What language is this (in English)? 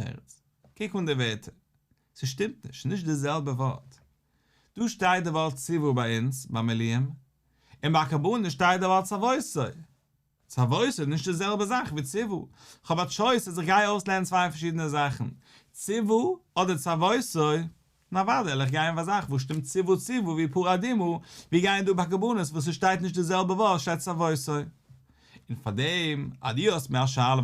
Yiddish